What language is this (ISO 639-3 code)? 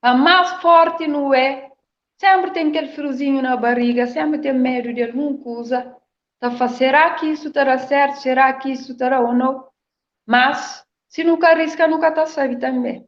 kea